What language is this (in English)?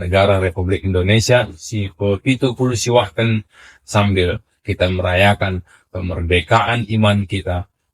Batak Karo